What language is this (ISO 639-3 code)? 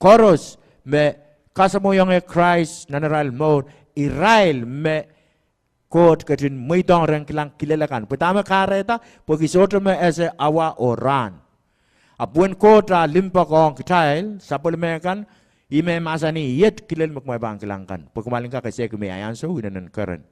pon